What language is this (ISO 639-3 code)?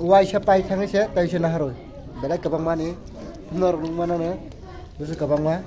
trp